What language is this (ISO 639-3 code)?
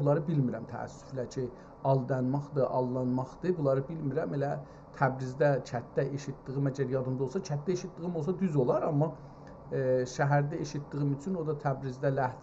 azb